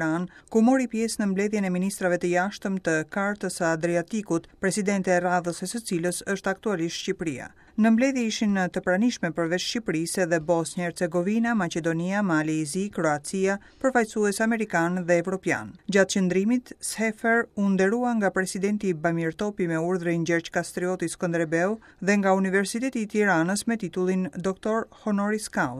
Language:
Albanian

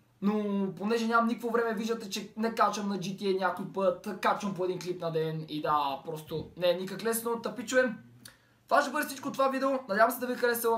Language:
Bulgarian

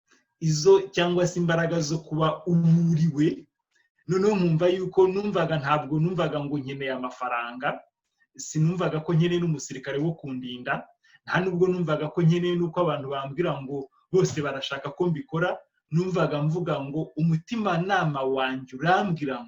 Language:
Kinyarwanda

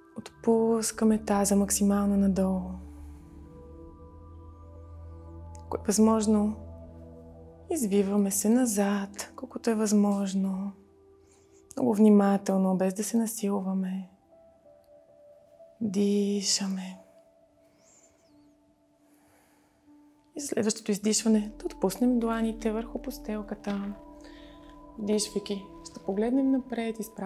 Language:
Bulgarian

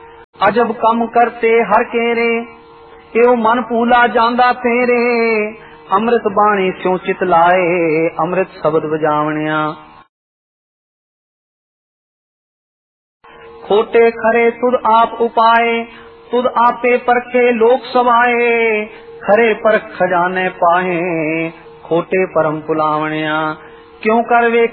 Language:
Punjabi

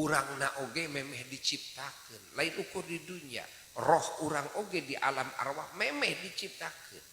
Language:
Sundanese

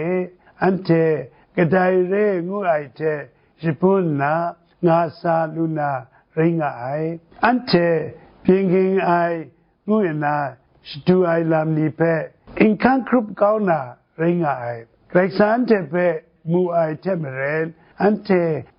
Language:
Kachin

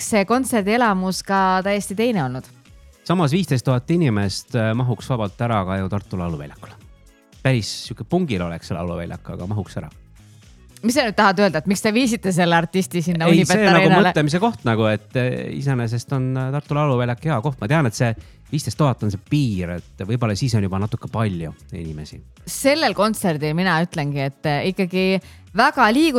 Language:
Estonian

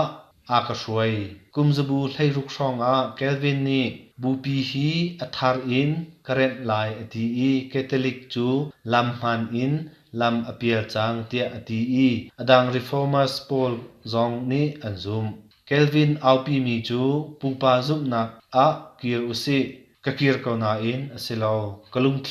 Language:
Hakha Chin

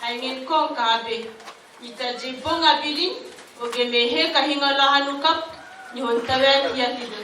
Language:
Dehu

